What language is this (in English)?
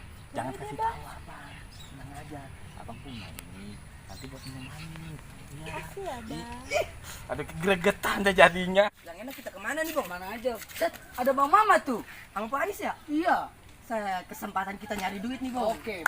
Betawi